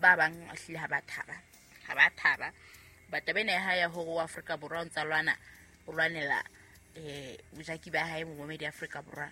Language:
Southern Sotho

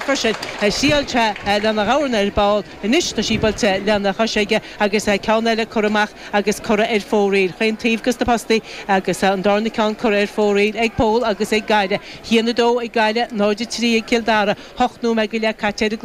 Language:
Irish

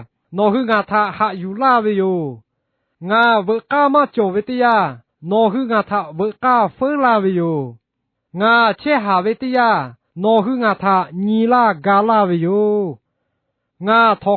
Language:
Lahu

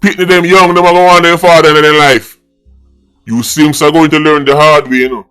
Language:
Jamaican Creole English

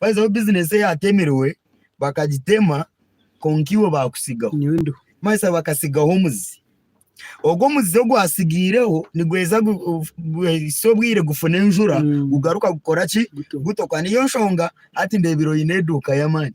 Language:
Nyankole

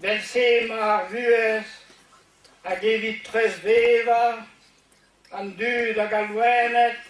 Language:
Breton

